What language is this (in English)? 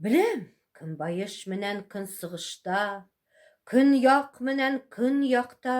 Bashkir